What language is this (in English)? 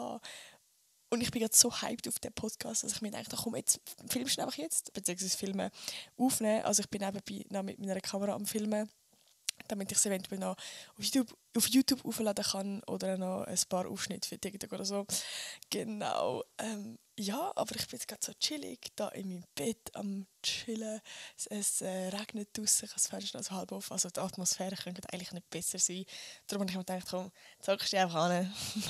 Swiss German